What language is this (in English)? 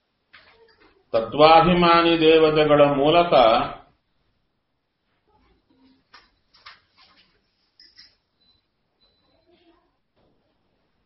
Kannada